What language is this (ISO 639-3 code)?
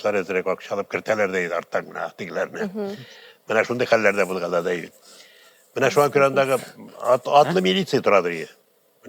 tat